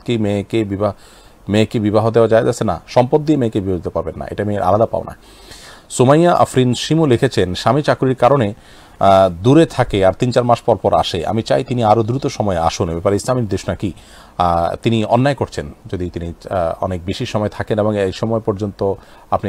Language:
Bangla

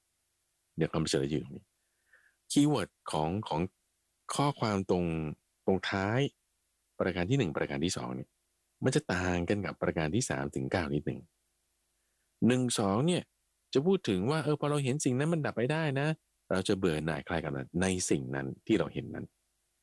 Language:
Thai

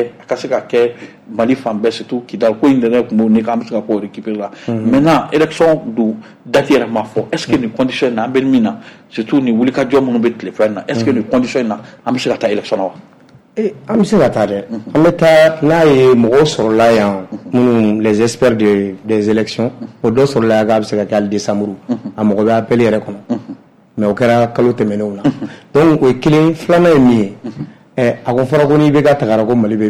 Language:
Bambara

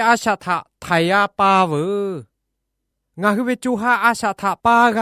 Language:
Lahu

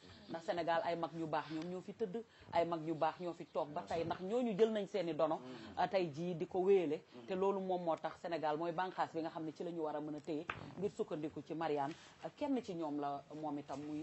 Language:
Wolof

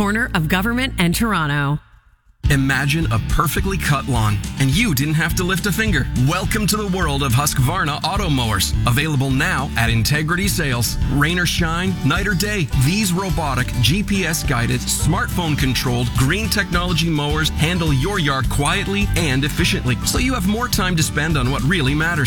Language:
English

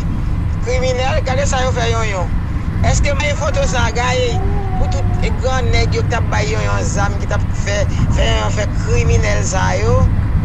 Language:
Haitian Creole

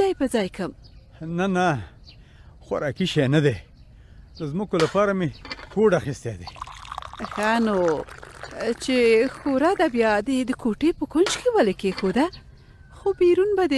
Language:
Pashto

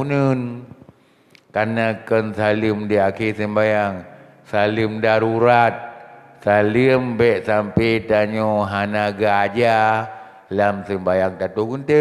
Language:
Achinese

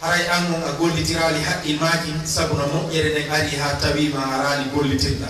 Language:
Fula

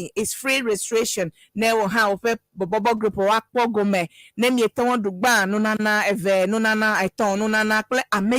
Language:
Ewe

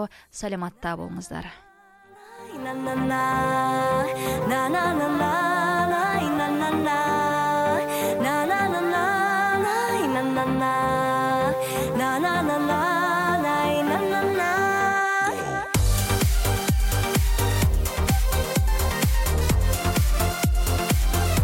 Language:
Kazakh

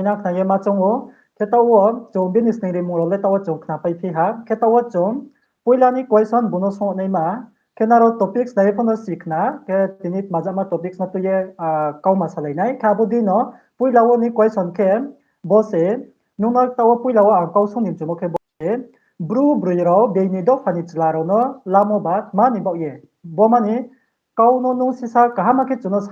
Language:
Riang (India)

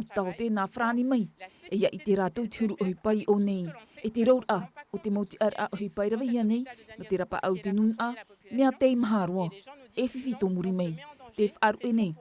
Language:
Tahitian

